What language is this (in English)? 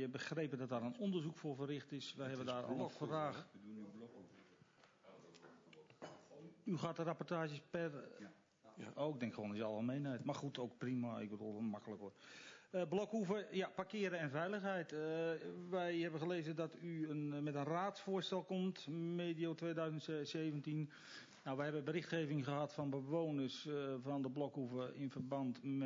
Dutch